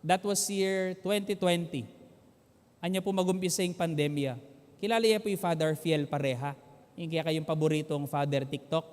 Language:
Pampanga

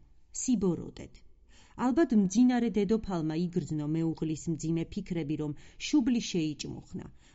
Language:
Georgian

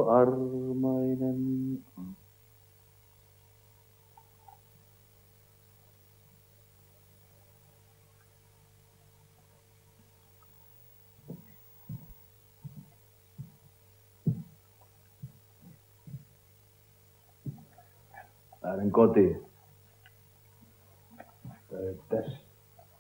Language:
Finnish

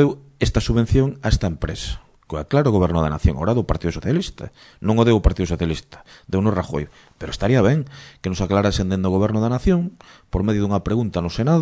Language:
Galician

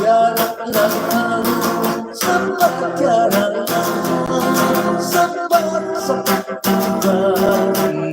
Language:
Hiligaynon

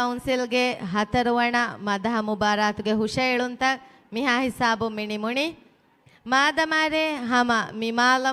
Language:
Divehi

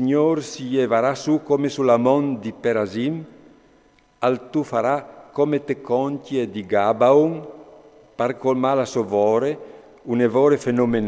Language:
Friulian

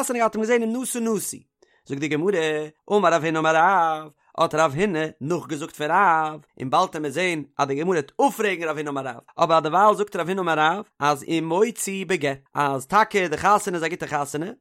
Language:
Yiddish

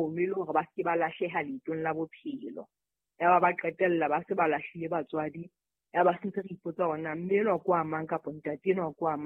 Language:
Southern Sotho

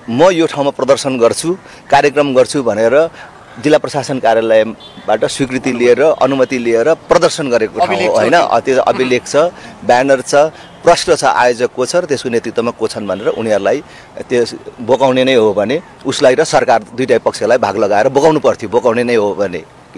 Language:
Nepali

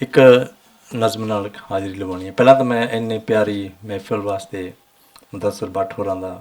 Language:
Western Panjabi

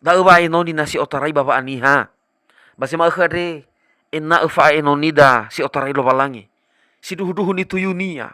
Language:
Nias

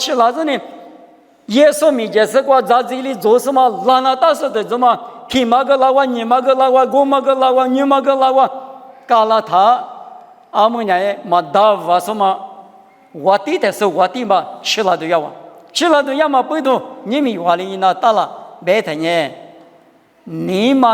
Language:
Lisu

